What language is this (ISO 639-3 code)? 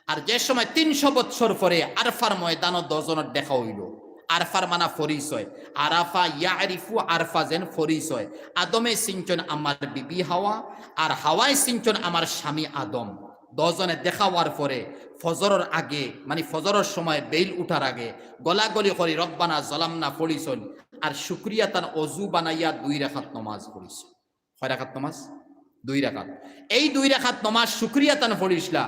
syl